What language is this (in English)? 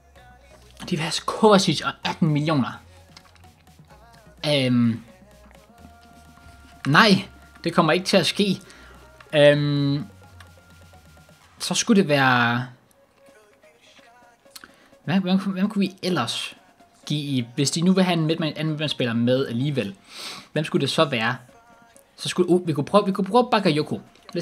Danish